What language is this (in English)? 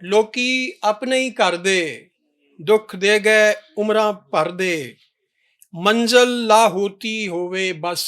Western Panjabi